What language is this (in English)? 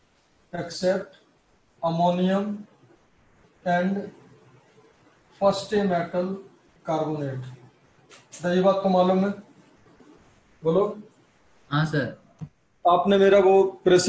Hindi